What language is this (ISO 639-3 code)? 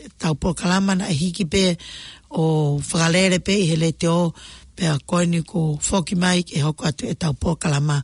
ton